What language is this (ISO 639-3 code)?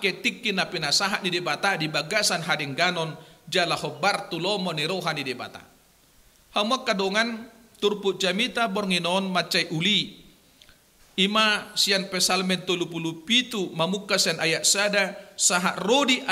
bbc